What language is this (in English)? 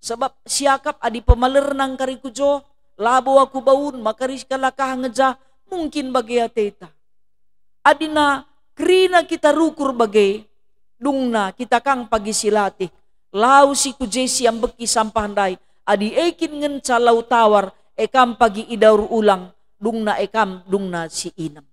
Batak Karo